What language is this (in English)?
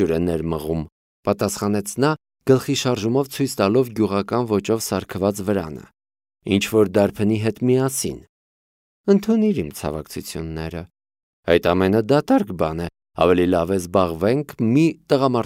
Armenian